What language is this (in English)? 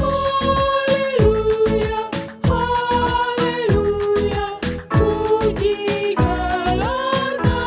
Batak Karo